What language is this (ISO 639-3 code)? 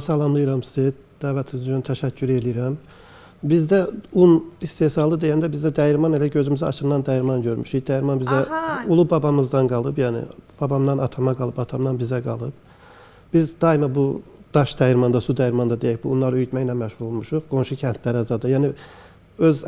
aze